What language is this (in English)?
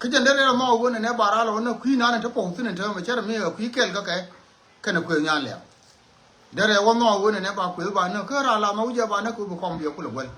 Nuer